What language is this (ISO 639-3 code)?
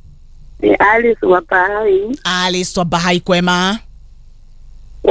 swa